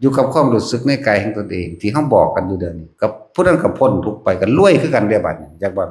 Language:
Northeastern Thai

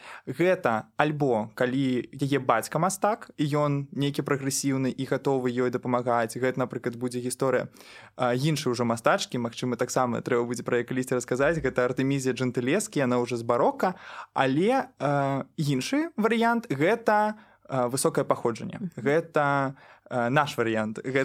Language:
Belarusian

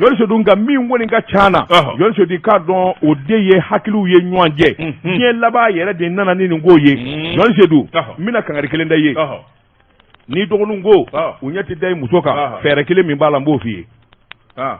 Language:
Bambara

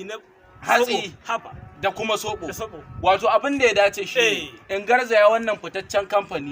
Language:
Hausa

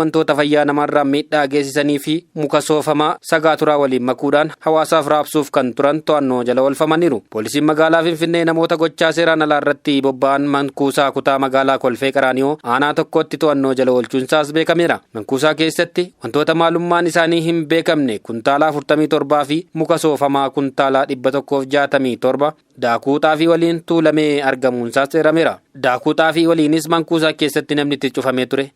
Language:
Oromo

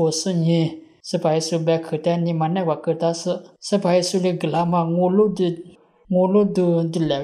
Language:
Lisu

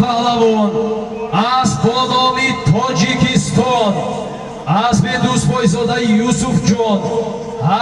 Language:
Tajik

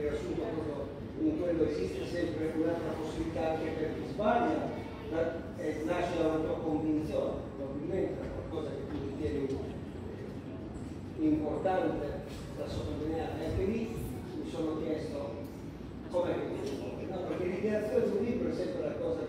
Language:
Italian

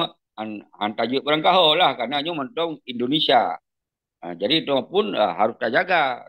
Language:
Achinese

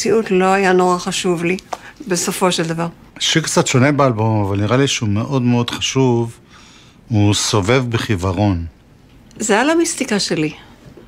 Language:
Hebrew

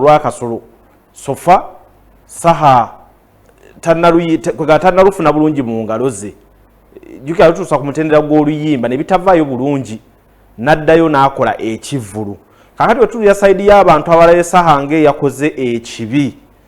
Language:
Ganda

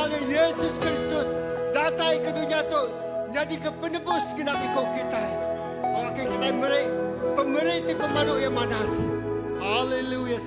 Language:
Iban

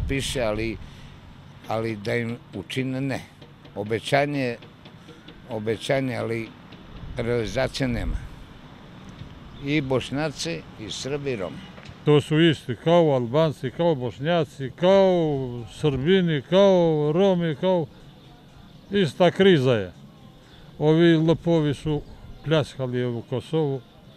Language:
Serbian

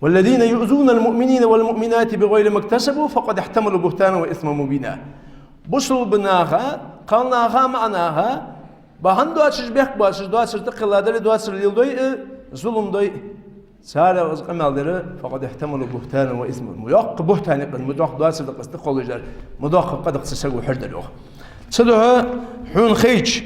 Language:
Ingush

